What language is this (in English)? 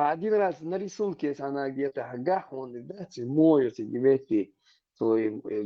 Chechen